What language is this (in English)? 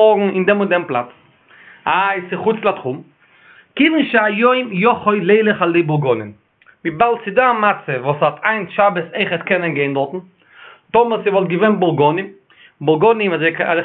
Yiddish